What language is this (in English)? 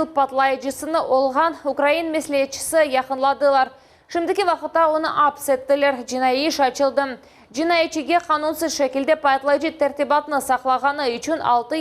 Crimean Tatar